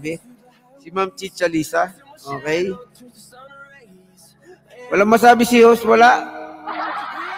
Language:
Filipino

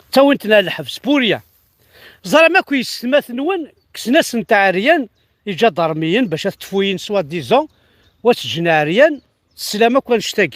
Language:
Kabyle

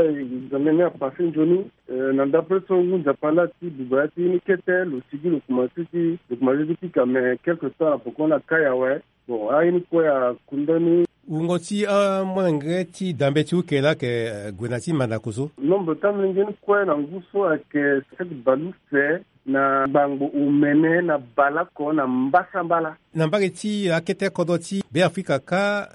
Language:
Sango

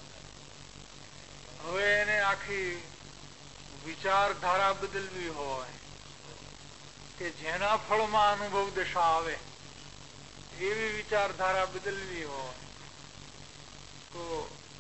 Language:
Gujarati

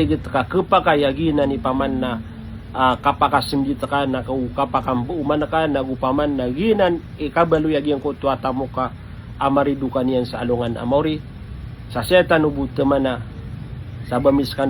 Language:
Maranao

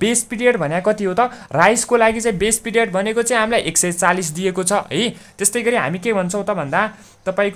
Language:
Nepali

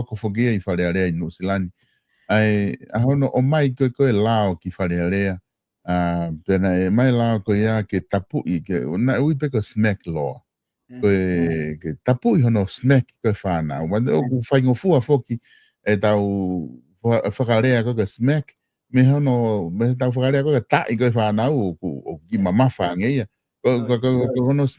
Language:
Tongan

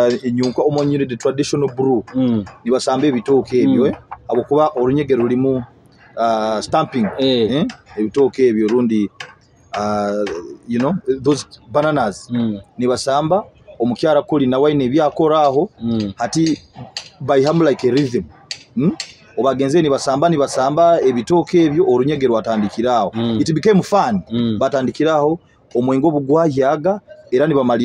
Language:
Nyoro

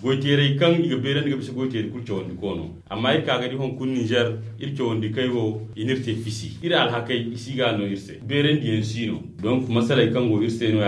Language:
Zarma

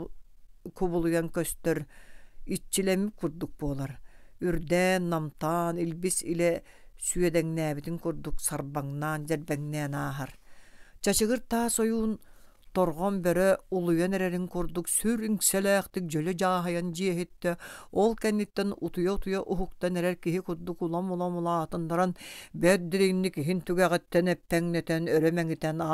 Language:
Yakut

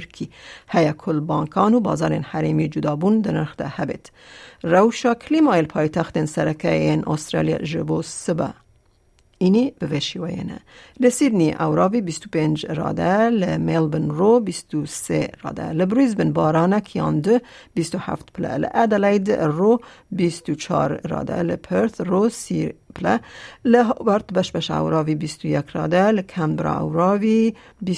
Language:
Kurdish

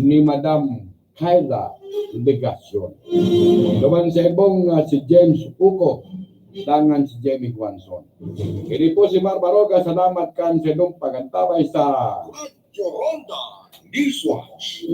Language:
Bikol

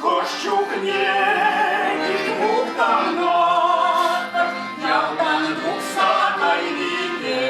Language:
Chuvash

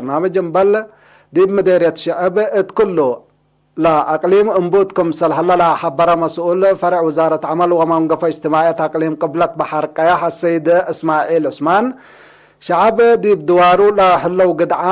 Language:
Tigre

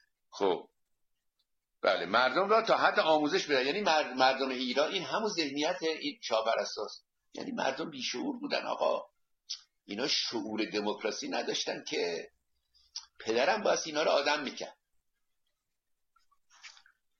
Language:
Persian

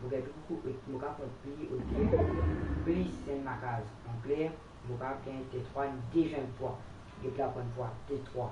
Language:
Morisyen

